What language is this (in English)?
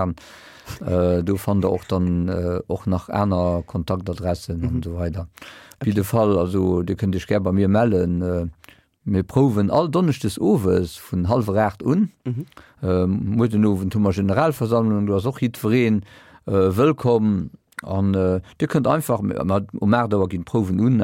Luxembourgish